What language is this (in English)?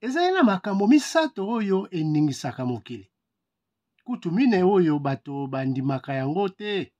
Lingala